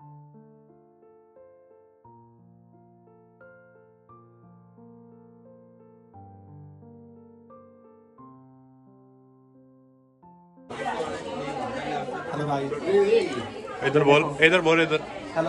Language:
Punjabi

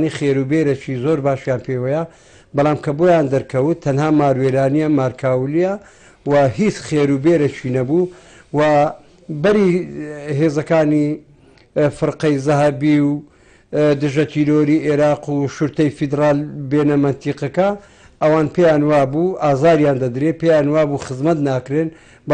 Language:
Central Kurdish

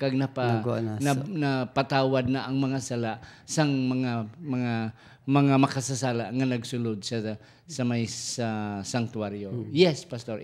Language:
Hiligaynon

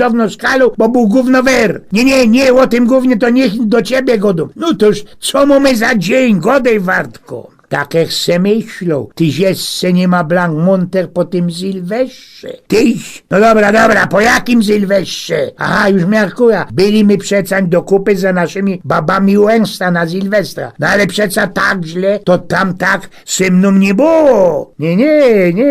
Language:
Silesian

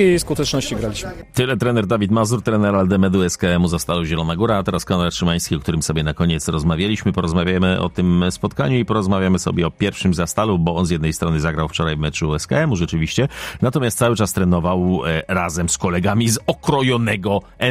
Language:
Polish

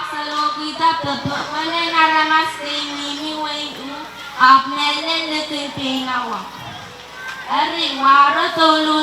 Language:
Pohnpeian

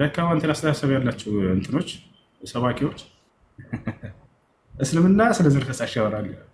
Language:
Amharic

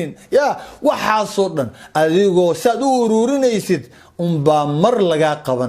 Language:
Somali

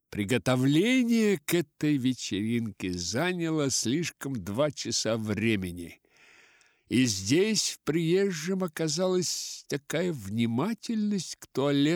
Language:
Russian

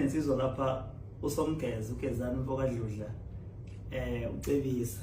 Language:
Zulu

